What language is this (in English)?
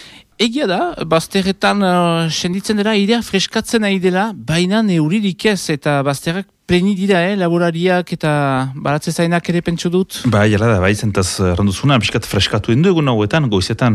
Basque